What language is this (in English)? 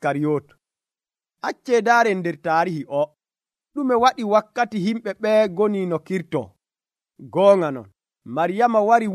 Nigerian Fulfulde